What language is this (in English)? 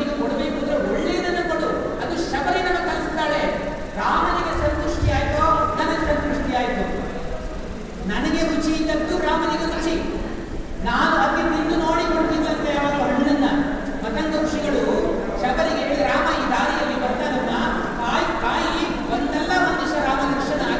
Kannada